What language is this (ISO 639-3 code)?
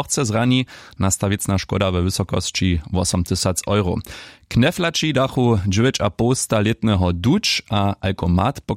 hsb